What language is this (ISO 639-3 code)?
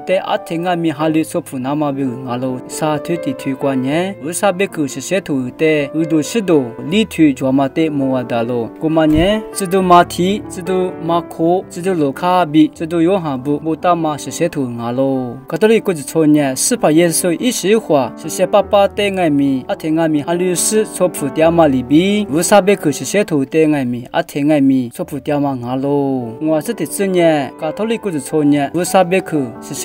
lis